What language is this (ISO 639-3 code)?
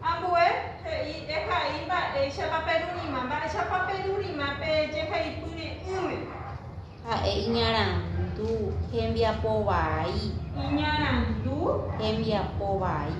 grn